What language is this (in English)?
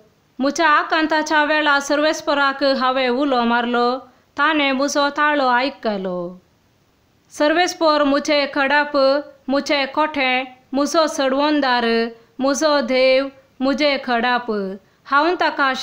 Konkani